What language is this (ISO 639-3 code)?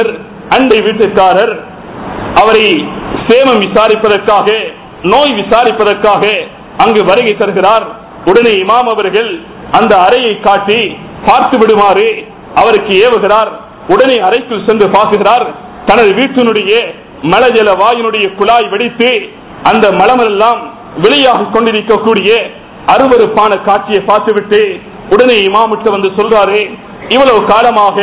tam